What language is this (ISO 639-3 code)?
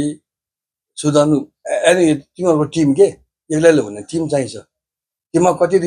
nep